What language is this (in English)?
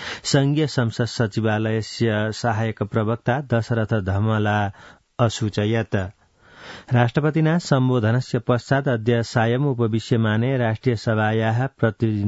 Sanskrit